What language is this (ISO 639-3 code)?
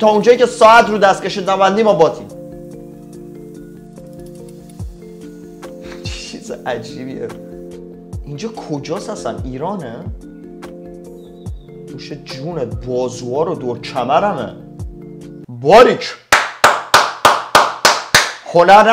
fas